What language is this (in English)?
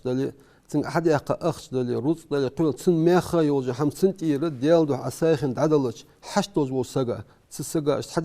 Ingush